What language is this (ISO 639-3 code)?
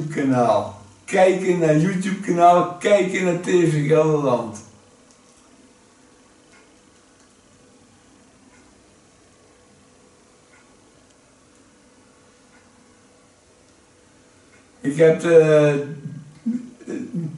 nld